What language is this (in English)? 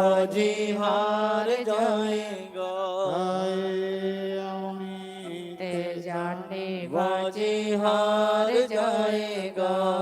Dogri